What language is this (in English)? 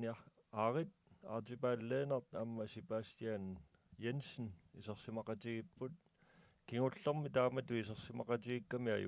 Kalaallisut